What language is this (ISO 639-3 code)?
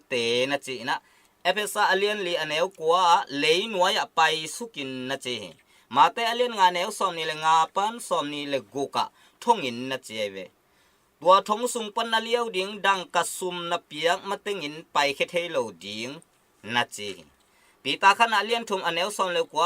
ctd